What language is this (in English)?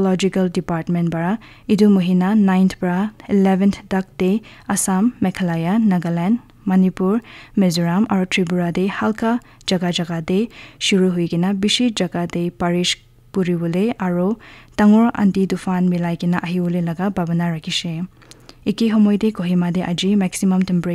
Naga Pidgin